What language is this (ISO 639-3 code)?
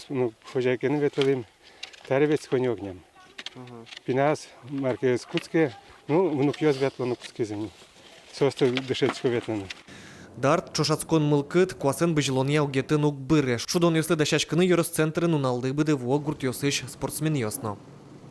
udm